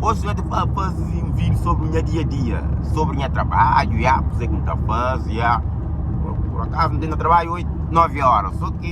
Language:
Kabuverdianu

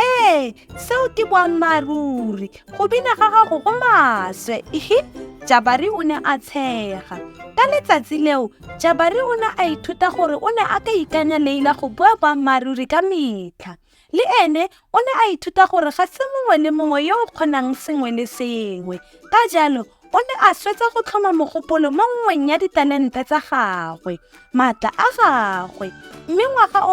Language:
Tswana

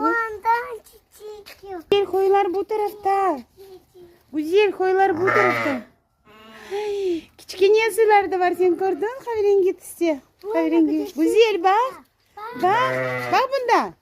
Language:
Crimean Tatar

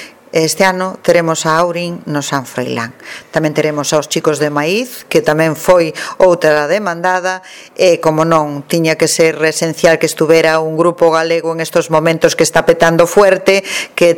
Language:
Galician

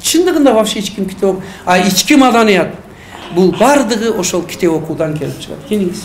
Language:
Kyrgyz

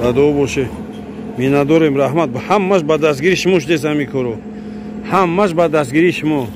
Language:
Tajik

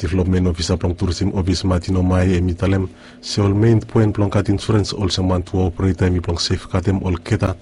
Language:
Bislama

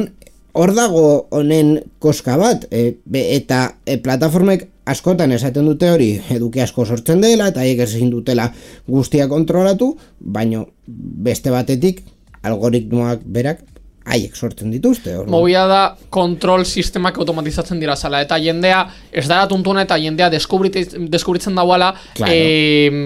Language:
Basque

